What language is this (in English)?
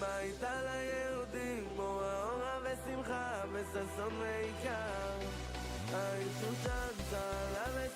Yiddish